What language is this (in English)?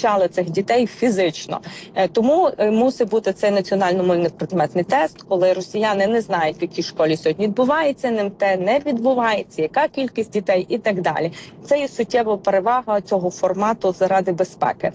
Ukrainian